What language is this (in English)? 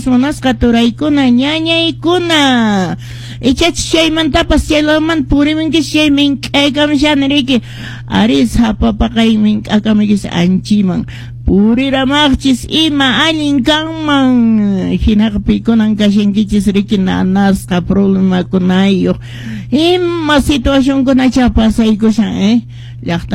Quechua